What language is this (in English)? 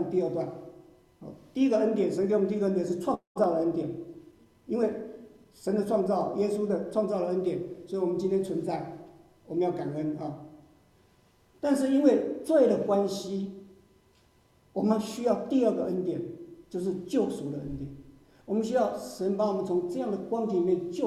Chinese